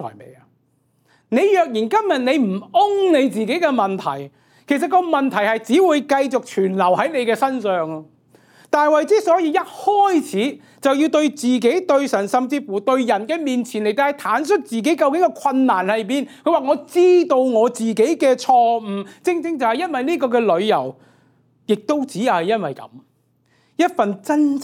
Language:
Cantonese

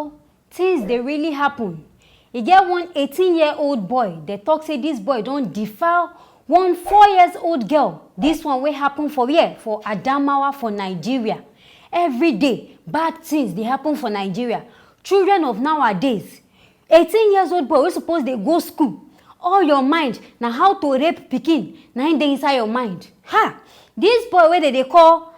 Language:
Nigerian Pidgin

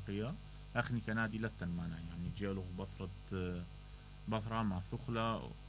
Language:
Mesopotamian Arabic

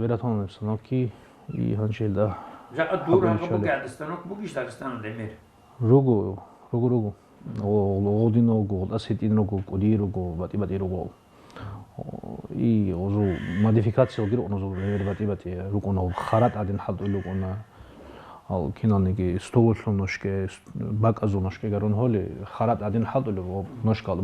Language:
Avaric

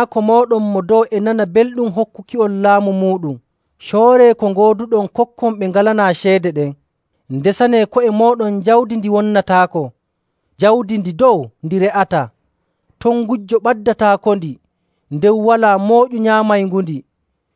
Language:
Nigerian Fulfulde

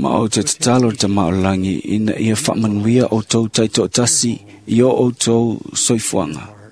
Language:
Samoan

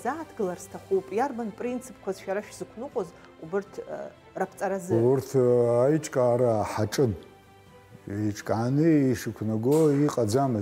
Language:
Abkhazian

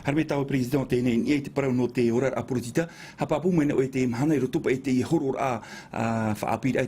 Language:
Tahitian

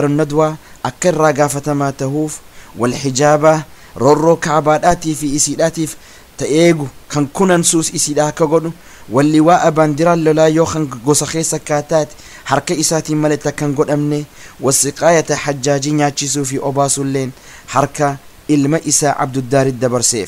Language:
Oromo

